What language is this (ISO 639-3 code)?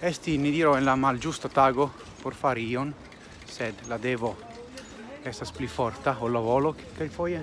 epo